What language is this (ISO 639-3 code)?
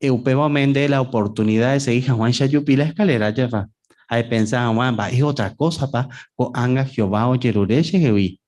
grn